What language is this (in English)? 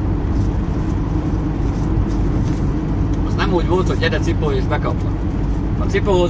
Hungarian